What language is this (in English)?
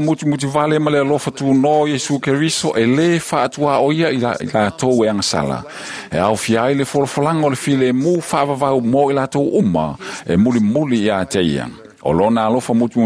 Samoan